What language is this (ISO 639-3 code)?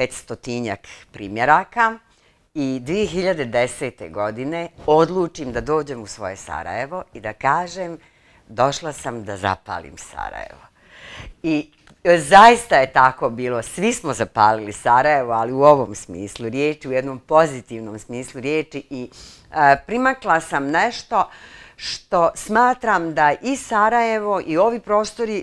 bos